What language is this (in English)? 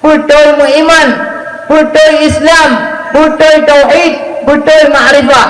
Achinese